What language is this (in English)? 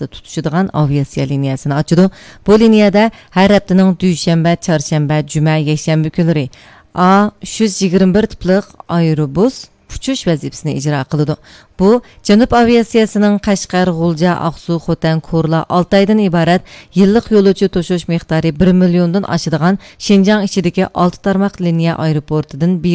Uyghur